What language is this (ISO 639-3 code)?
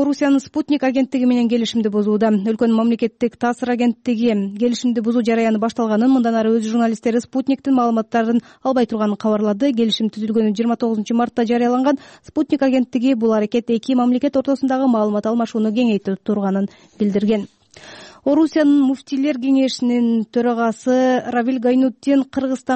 kir